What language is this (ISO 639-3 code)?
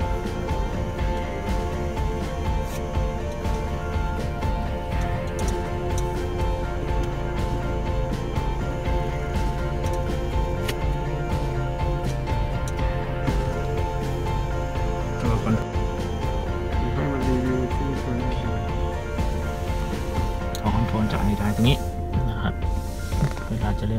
tha